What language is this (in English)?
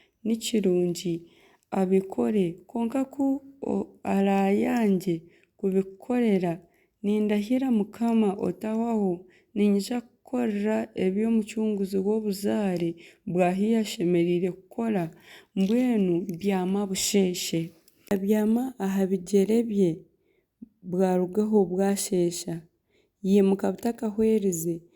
Nyankole